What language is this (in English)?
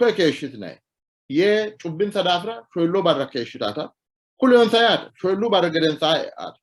Sidamo